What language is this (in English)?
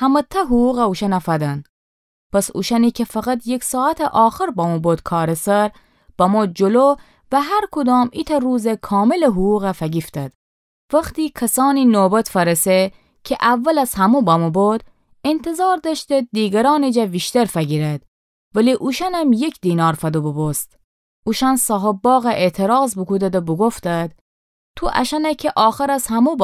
Gilaki